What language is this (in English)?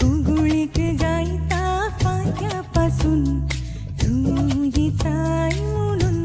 Konkani